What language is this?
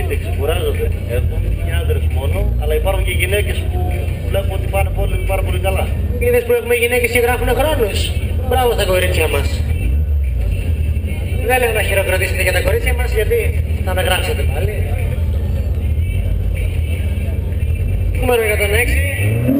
Greek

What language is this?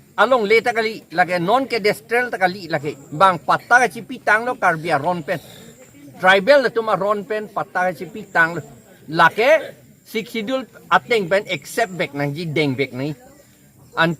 Karbi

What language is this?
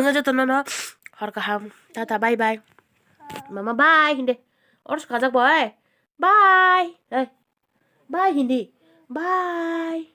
Kok Borok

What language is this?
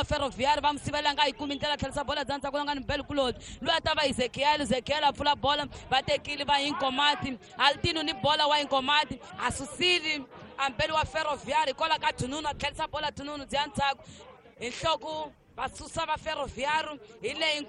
Tsonga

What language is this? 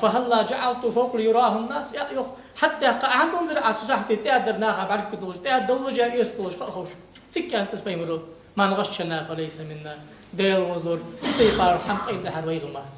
Ingush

